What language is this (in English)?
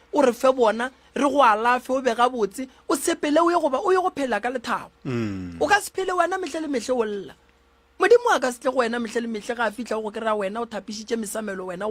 Northern Sotho